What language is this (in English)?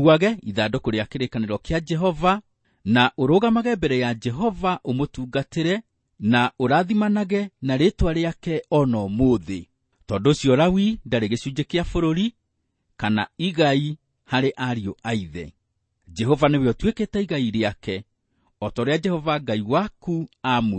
Kikuyu